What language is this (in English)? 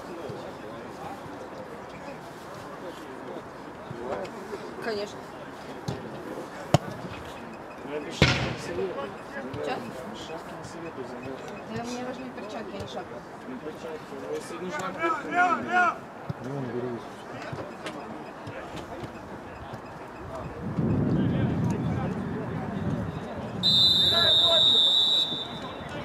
Russian